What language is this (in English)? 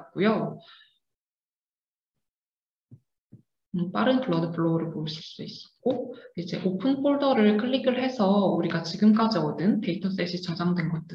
Korean